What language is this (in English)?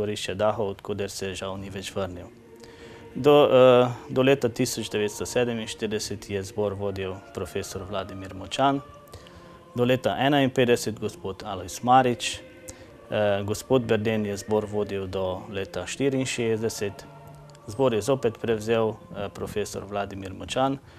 Slovenian